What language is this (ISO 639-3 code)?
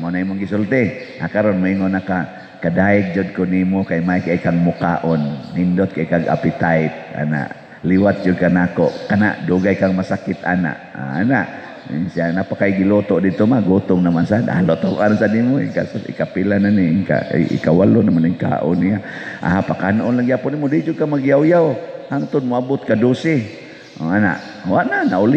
ceb